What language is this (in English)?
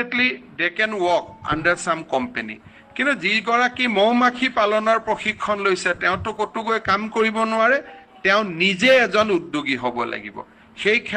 Assamese